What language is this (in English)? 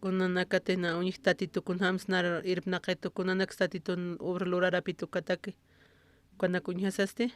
Aymara